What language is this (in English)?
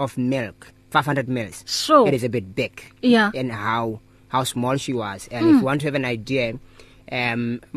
English